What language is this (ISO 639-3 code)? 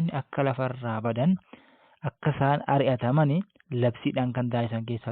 orm